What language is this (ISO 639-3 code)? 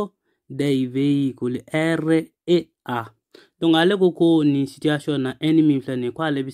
bam